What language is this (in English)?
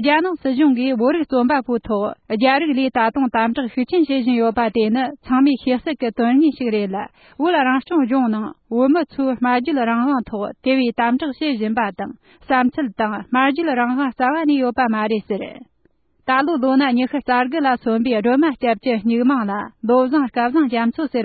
Tibetan